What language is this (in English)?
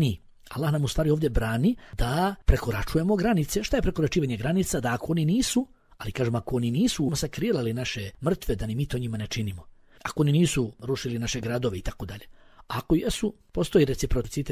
Bosnian